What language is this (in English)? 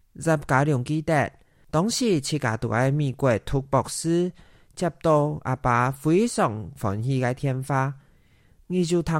Hakka Chinese